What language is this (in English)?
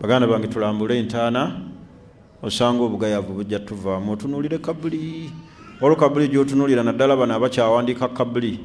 Ganda